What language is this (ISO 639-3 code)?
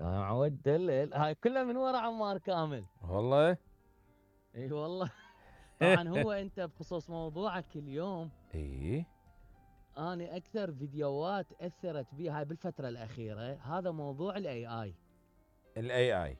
acm